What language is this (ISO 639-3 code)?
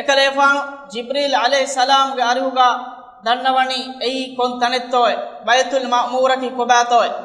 div